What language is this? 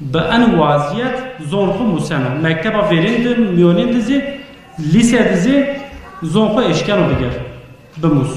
Zaza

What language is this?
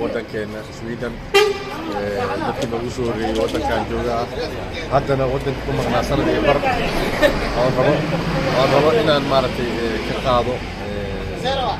Somali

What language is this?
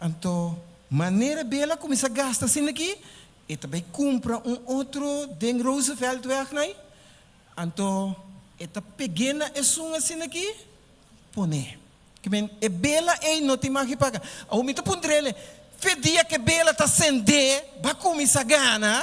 Papiamento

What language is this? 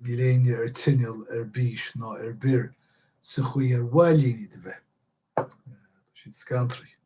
Irish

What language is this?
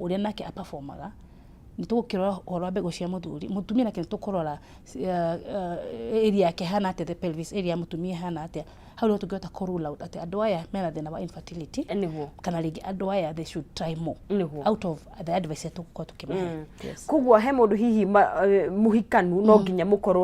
Kikuyu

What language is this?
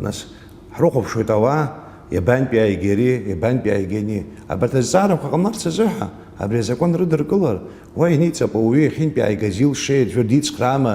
Abkhazian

